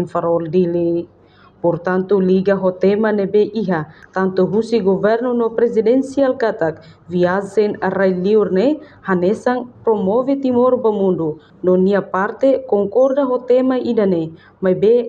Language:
Tetum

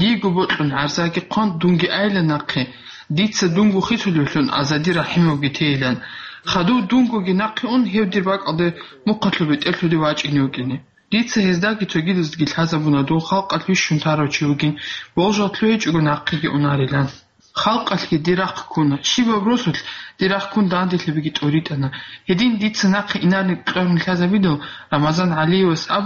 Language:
Avaric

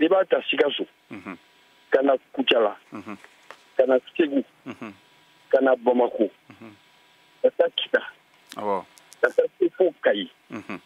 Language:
Bambara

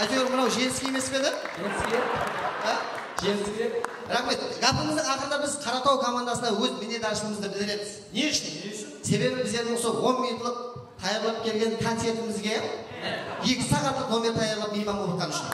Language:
Kara-Kalpak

